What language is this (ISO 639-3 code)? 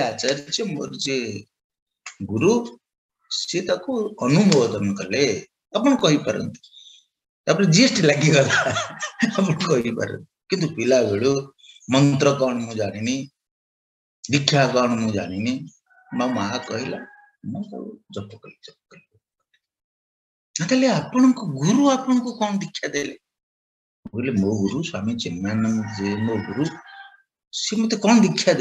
ori